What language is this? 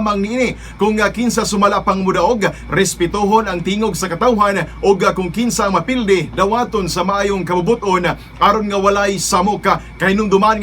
Cebuano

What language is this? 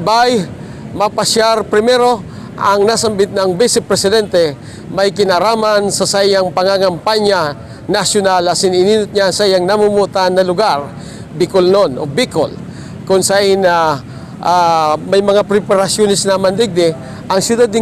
Bikol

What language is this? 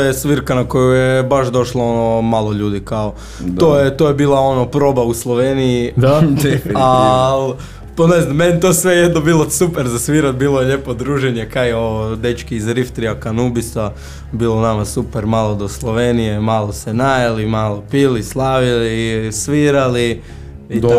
Croatian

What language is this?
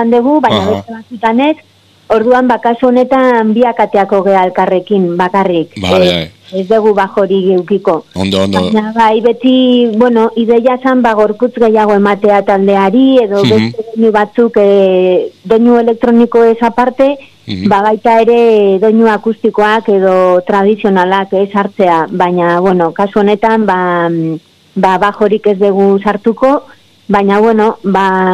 Basque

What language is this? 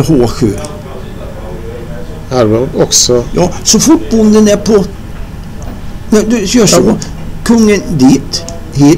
Swedish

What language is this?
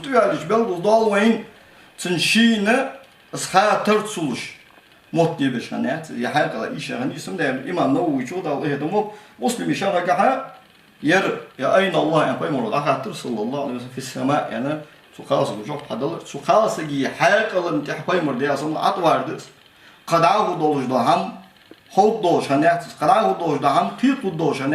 Ingush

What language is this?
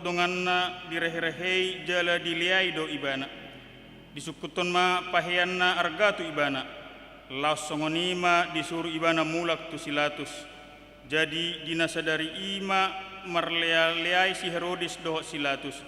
Batak Toba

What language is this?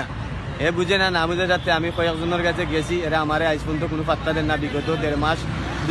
Sylheti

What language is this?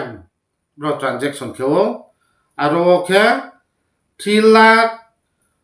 Riang (India)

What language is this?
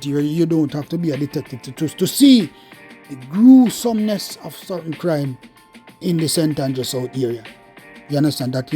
Jamaican Creole English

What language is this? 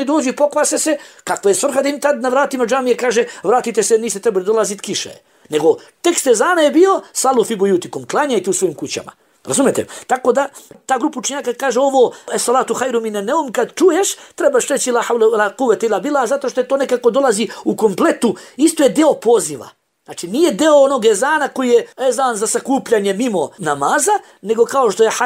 Bosnian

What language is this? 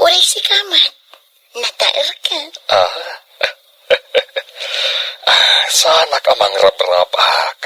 Iloko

